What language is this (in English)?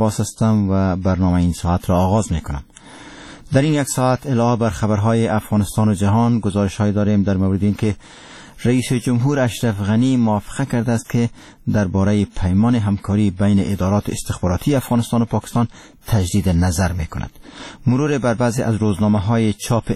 Persian